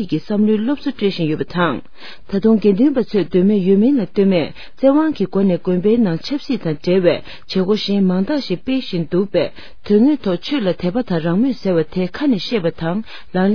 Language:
Tibetan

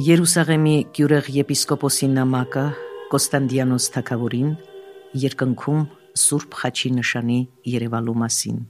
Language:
Armenian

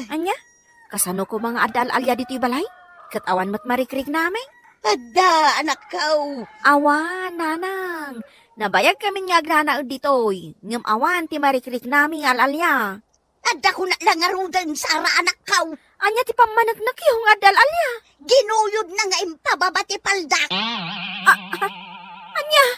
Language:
Iloko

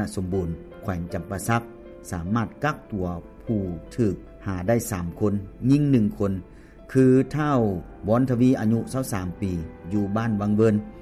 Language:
Lao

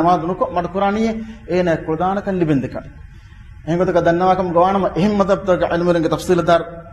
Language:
Divehi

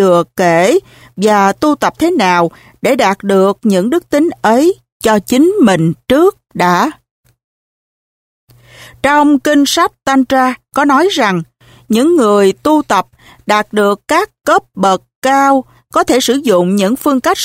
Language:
Vietnamese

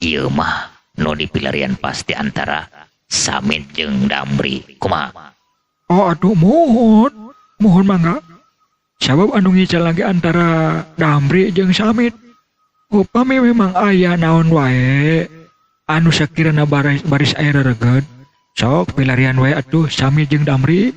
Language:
Sundanese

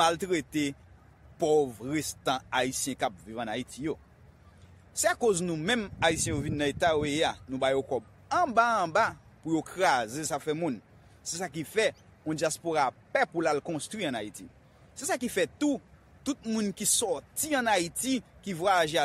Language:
Haitian Creole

